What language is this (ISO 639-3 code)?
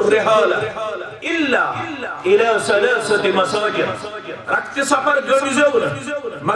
kas